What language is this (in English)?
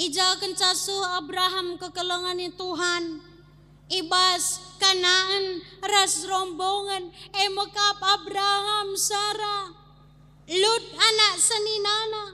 Batak Karo